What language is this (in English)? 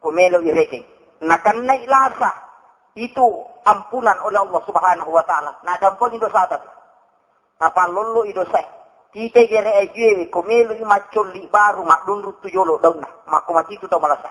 Buginese